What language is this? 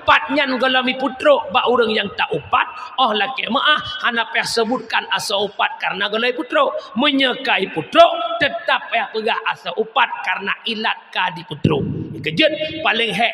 Achinese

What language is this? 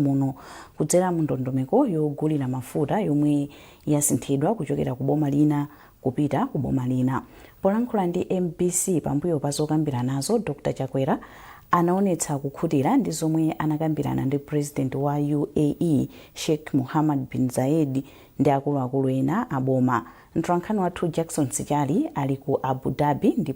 Nyanja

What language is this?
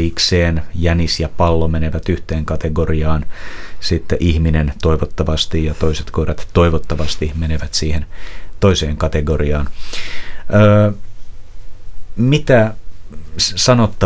Finnish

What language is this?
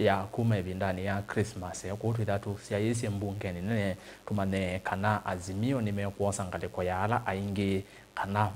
Kamba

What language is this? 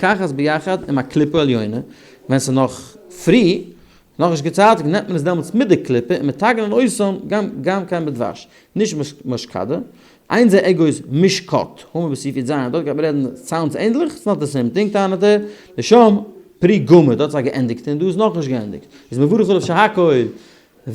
Yiddish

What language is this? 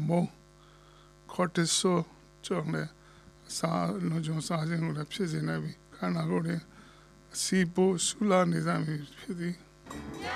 Burmese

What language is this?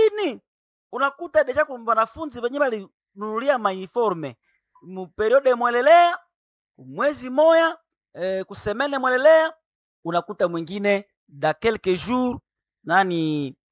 Swahili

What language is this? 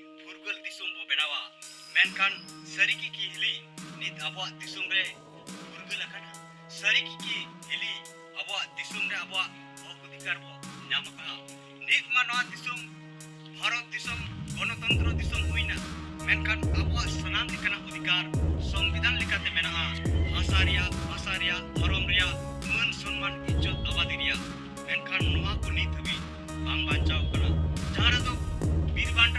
Santali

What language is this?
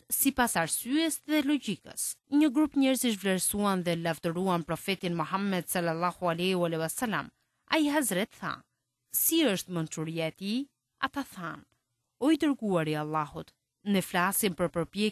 Albanian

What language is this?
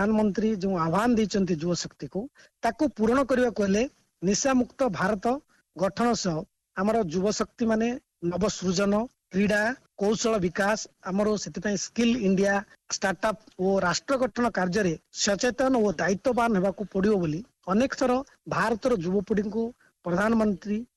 Odia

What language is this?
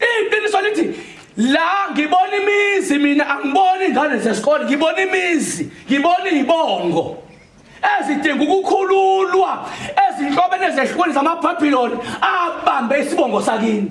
Zulu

